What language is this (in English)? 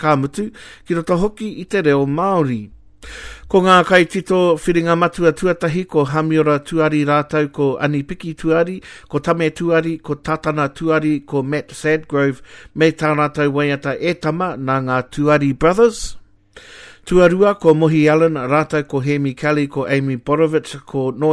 Māori